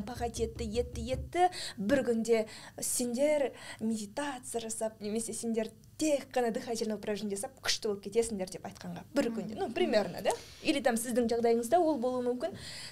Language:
Kazakh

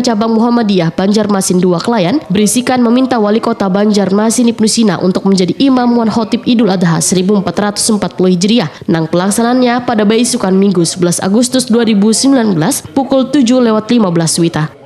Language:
Banjar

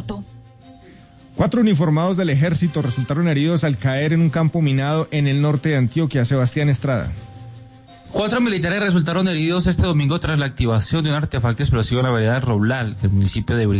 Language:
Spanish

